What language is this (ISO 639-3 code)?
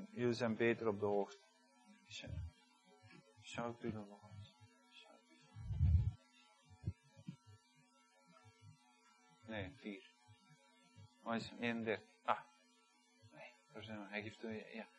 nld